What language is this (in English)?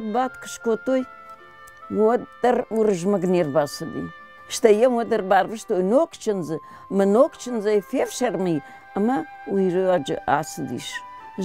Ossetic